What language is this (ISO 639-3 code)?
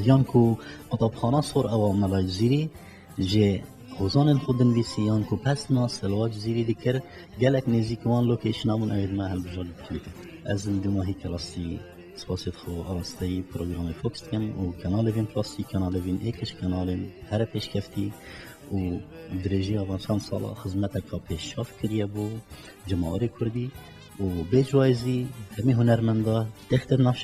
kur